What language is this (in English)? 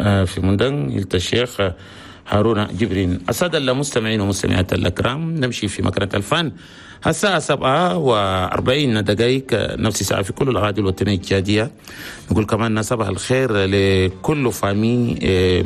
Chadian Arabic